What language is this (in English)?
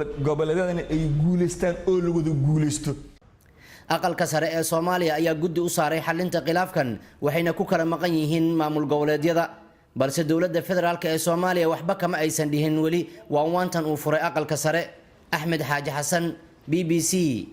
Somali